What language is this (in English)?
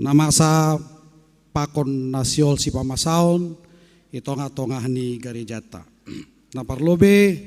Batak Simalungun